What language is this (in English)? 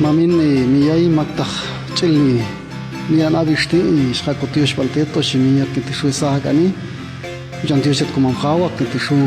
Popti'